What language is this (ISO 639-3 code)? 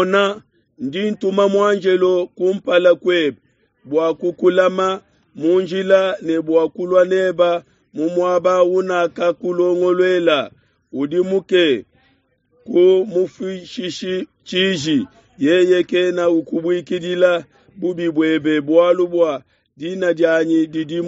lua